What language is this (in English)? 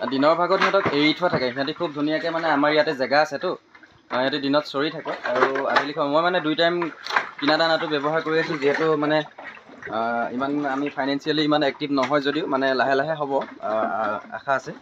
Assamese